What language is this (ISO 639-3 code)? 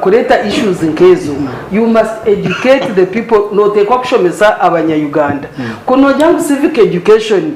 nyn